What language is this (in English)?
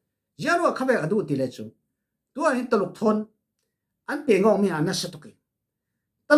Falam Chin